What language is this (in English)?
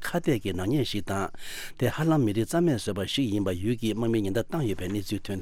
Tibetan